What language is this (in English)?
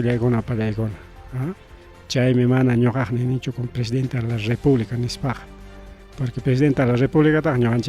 Ayacucho Quechua